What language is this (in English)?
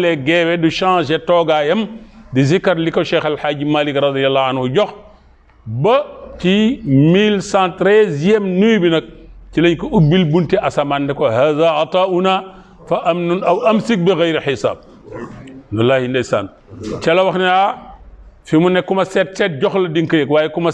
Wolof